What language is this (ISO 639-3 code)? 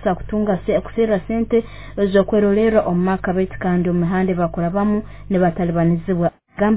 nyo